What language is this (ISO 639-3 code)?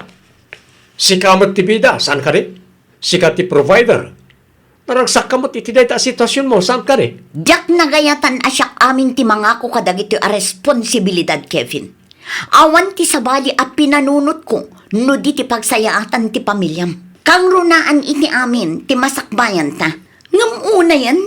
ilo